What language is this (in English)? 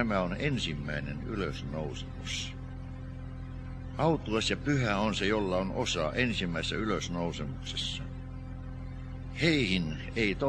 Finnish